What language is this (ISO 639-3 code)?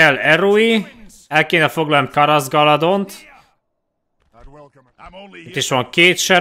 hun